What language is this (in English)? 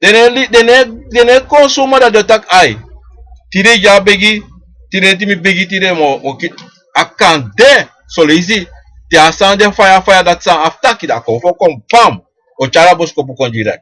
Sranan Tongo